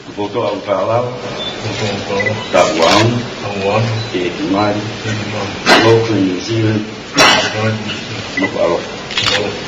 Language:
Tongan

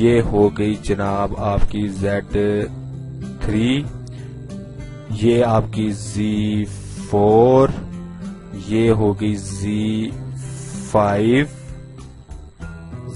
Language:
Urdu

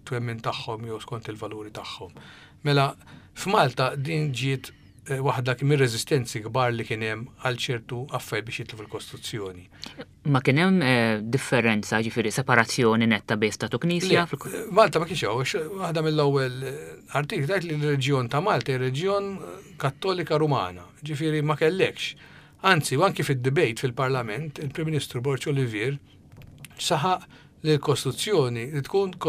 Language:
Maltese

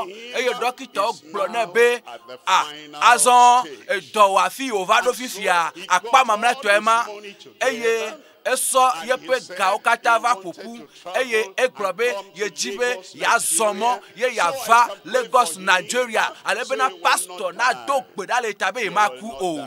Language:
Ewe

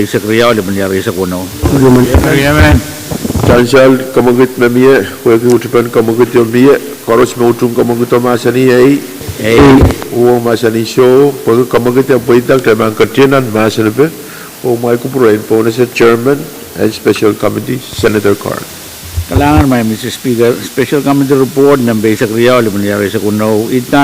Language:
Pohnpeian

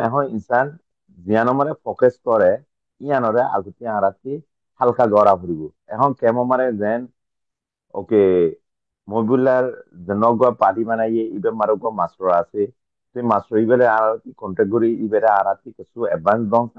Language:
Rohingya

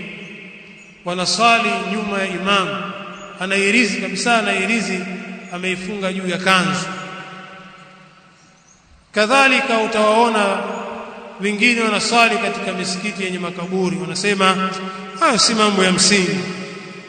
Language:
Swahili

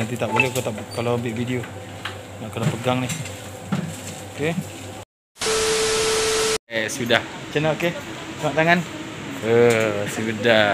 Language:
Malay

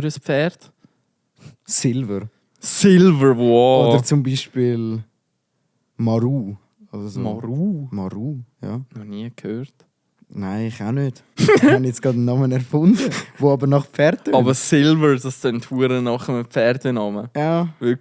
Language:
Swiss German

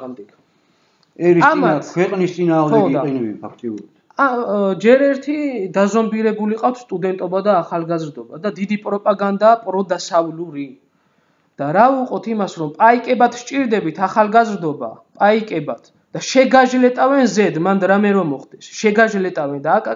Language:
Georgian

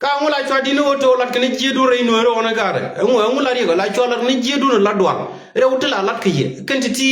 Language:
Nuer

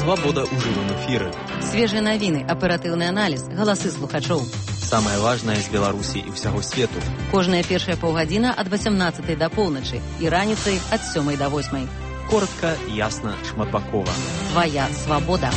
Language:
Belarusian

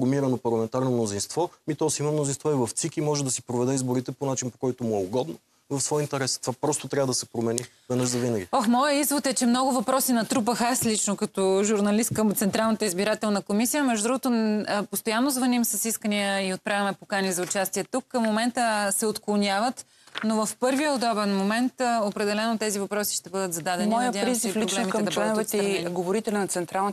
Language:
Bulgarian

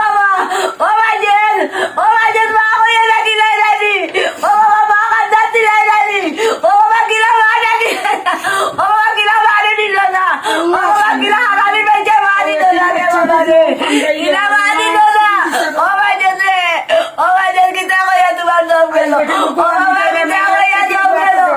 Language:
Sylheti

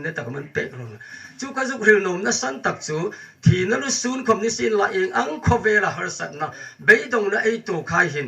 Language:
Hmar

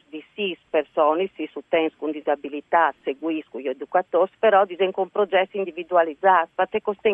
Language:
Friulian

